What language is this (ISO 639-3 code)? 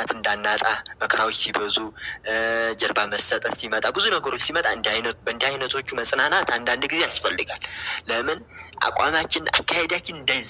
amh